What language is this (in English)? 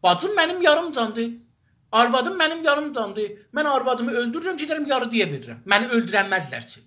South Azerbaijani